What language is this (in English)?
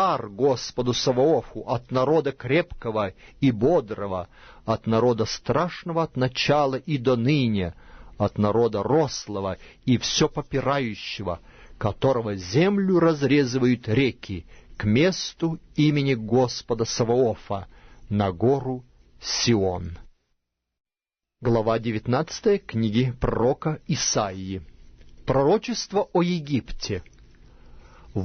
Russian